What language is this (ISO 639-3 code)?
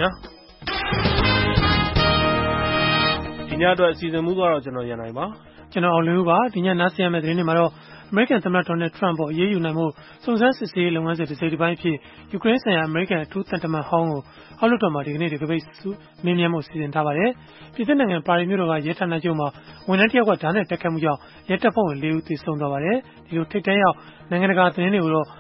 mya